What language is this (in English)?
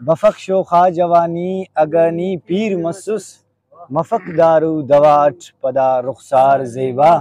Brahui